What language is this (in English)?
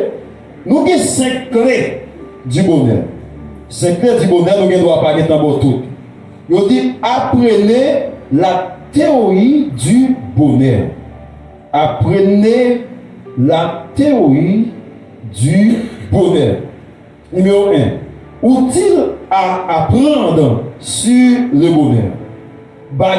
Haitian Creole